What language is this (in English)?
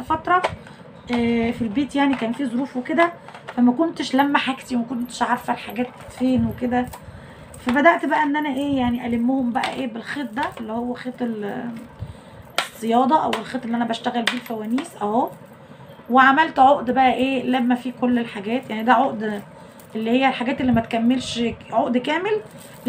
Egyptian Arabic